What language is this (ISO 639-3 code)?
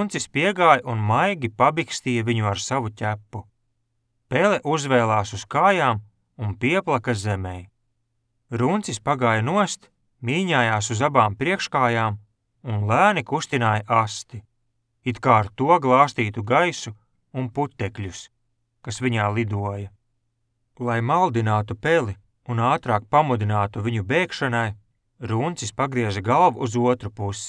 lav